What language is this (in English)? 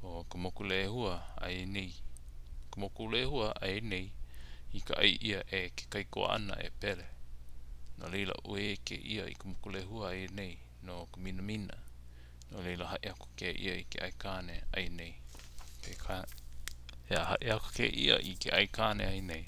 Hawaiian